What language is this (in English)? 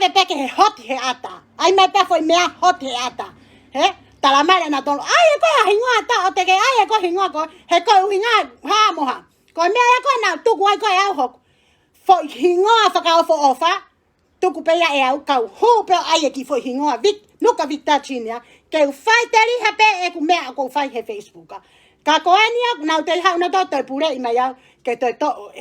Tongan